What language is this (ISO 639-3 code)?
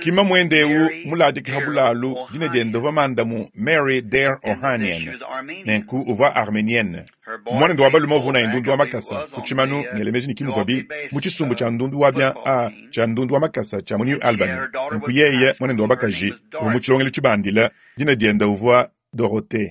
lua